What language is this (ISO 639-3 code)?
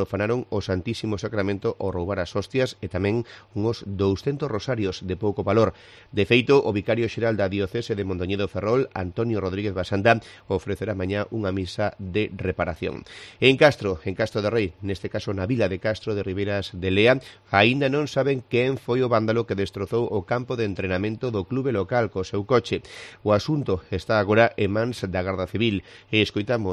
glg